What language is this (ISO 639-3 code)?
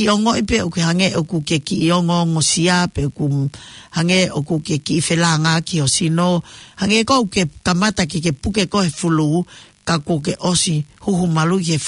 ton